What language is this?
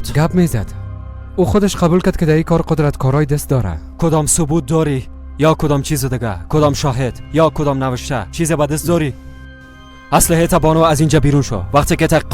Persian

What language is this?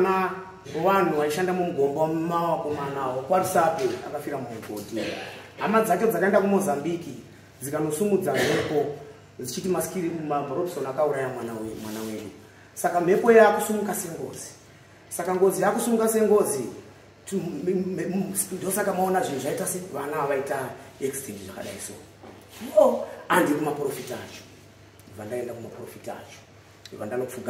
Shona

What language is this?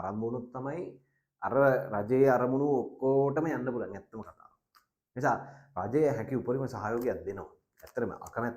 Sinhala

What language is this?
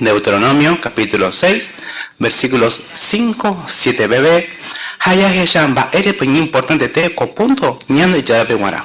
Guarani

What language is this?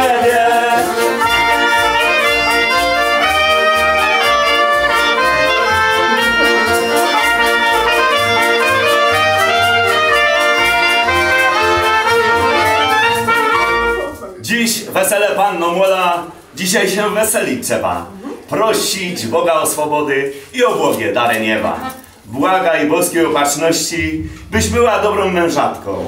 Polish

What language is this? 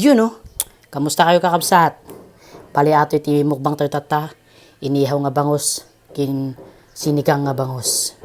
Iloko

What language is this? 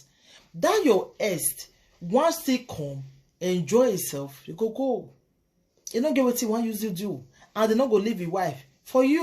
Nigerian Pidgin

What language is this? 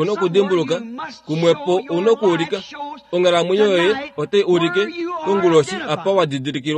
Kuanyama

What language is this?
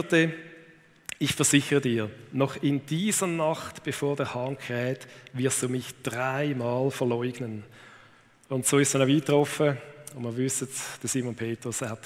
Swiss German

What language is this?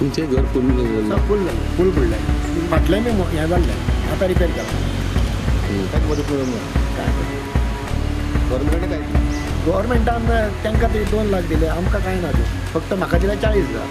Konkani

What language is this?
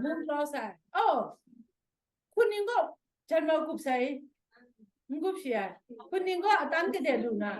Kachin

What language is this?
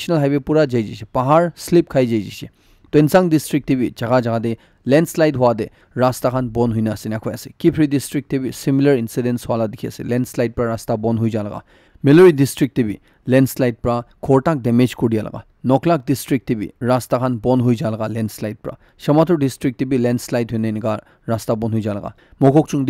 Naga Pidgin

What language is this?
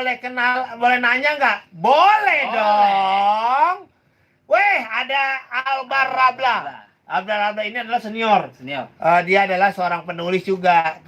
Betawi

